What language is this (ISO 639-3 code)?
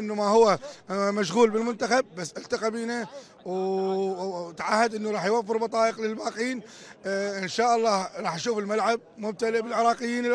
acm